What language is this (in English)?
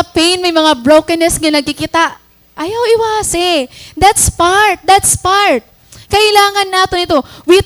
Waray